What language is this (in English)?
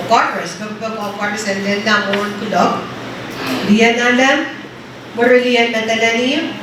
Pohnpeian